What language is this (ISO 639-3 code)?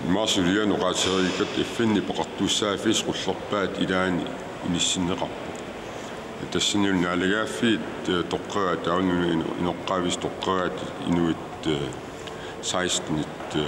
kal